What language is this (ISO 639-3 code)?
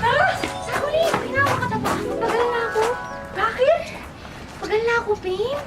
pam